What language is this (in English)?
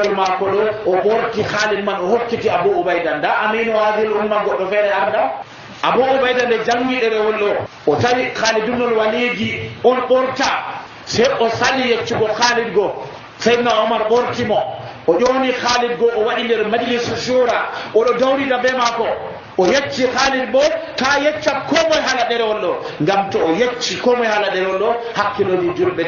Nigerian Fulfulde